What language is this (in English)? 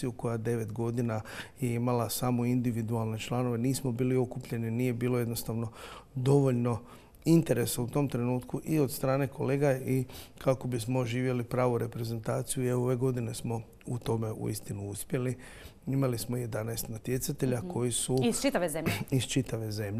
Croatian